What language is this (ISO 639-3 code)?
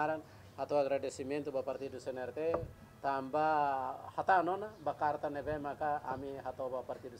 tet